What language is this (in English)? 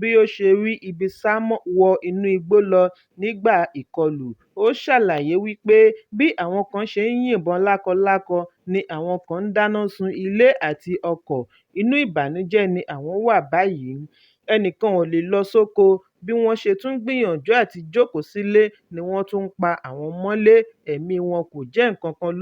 Yoruba